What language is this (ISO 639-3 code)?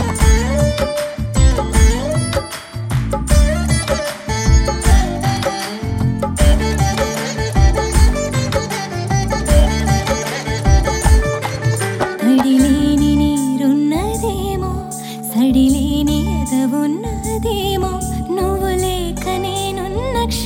tel